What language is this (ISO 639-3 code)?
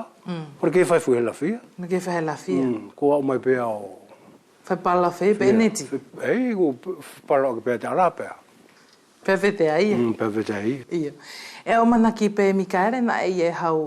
wls